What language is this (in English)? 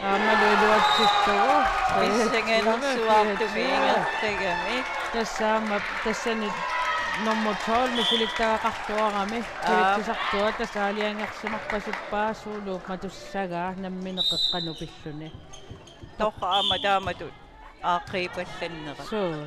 Kalaallisut